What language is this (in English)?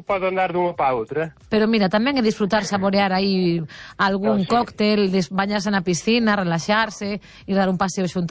Galician